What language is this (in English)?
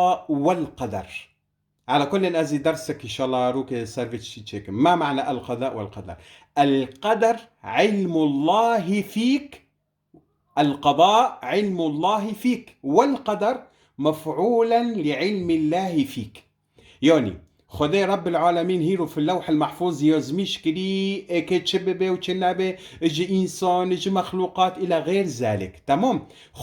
Kurdish